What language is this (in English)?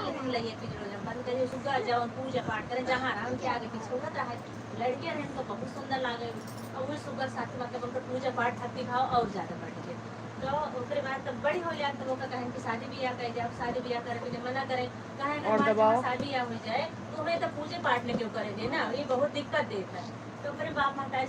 Awadhi